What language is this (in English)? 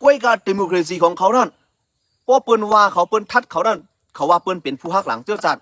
Shan